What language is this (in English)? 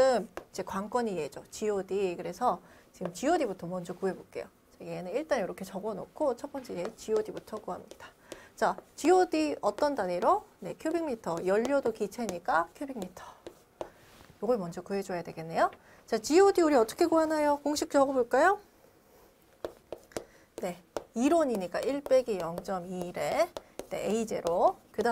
Korean